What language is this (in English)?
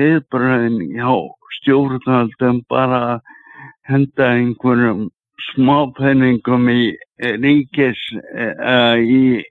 Icelandic